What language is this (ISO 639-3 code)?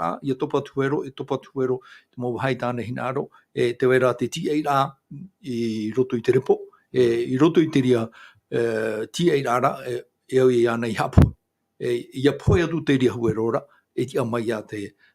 tah